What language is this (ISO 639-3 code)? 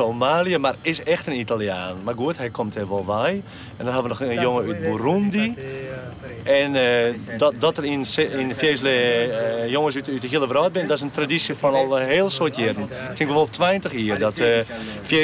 fry